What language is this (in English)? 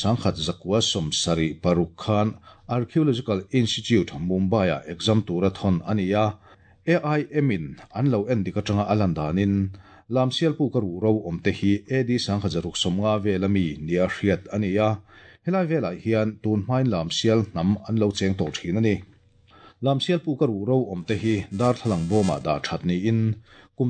Mizo